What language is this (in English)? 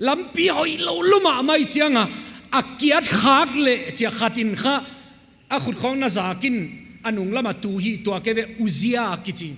Paite Chin